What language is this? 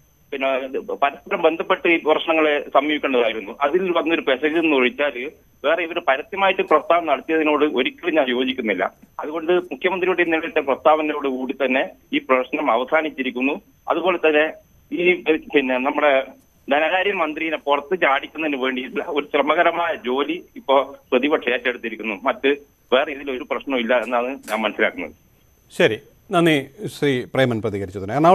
Malayalam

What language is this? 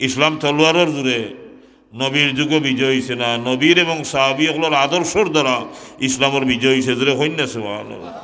Sylheti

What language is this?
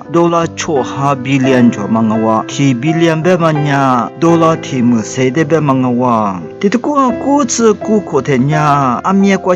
Lisu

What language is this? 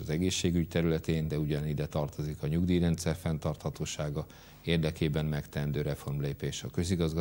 Hungarian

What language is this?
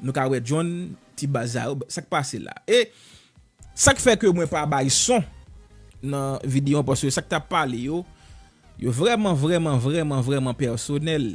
Haitian Creole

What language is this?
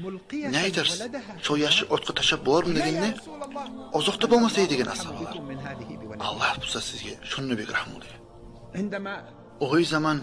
Kumyk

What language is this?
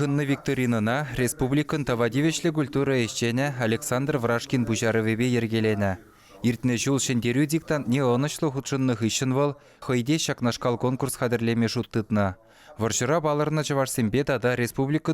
Chuvash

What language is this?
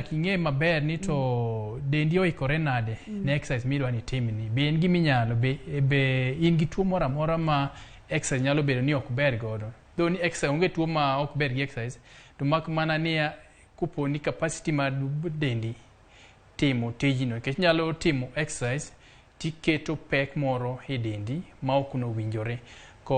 Luo (Kenya and Tanzania)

